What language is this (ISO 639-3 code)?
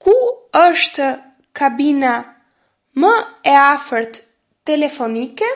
sqi